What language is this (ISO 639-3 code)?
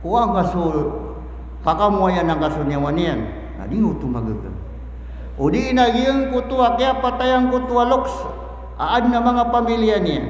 mrw